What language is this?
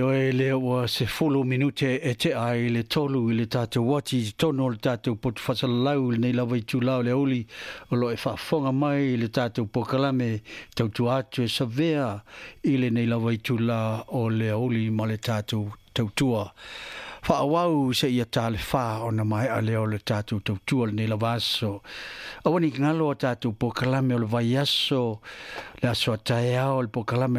Samoan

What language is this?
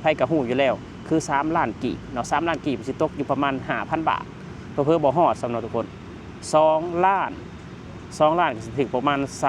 Lao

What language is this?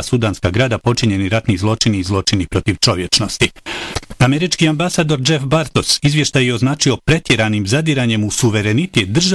Bosnian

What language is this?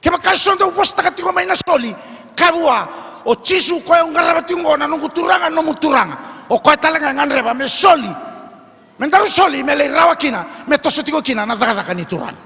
Fijian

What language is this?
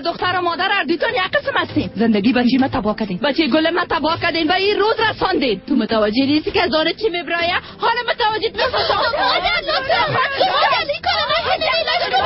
Persian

